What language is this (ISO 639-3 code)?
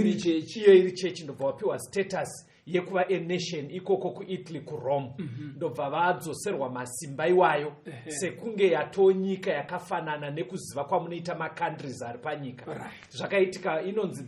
sna